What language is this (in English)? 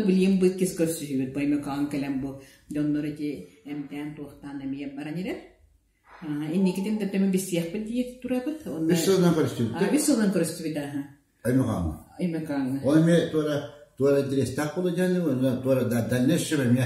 Yakut